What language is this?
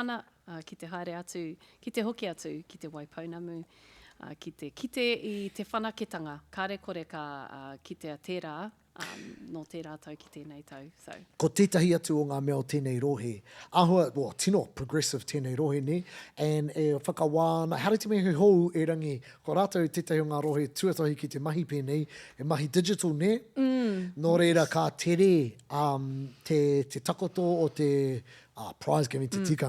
Māori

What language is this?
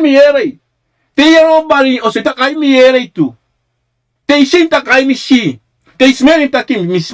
Sranan Tongo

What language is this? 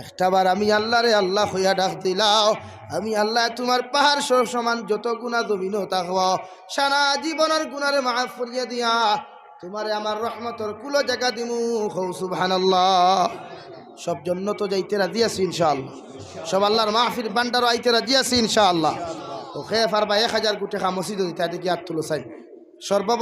Sylheti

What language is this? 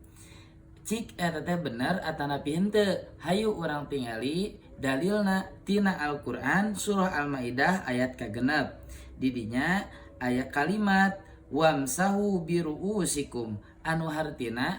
Sundanese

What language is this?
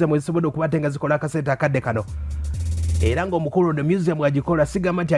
Ganda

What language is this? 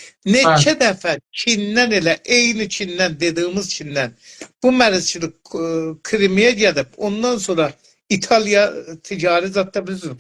South Azerbaijani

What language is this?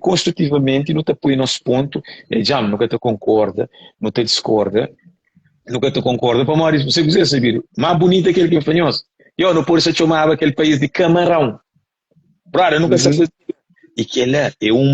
Kabuverdianu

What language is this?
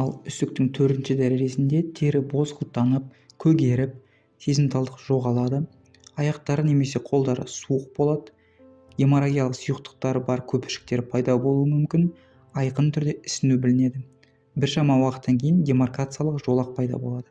Kazakh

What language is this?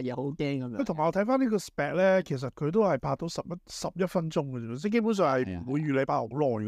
Cantonese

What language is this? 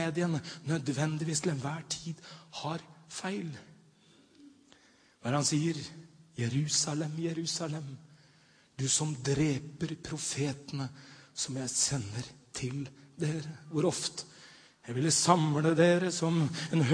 Norwegian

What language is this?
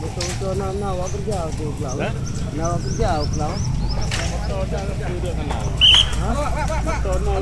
Achinese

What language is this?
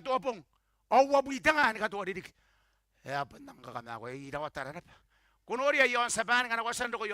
Gilbertese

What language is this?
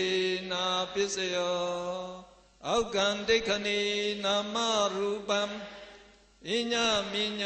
Burmese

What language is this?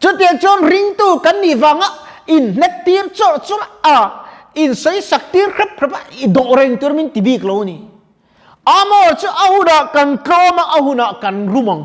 Mizo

